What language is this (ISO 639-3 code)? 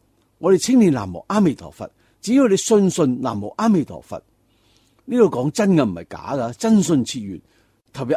yue